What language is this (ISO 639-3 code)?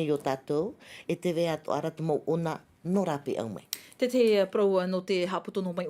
tah